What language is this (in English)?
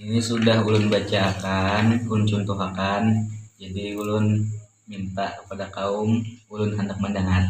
Banjar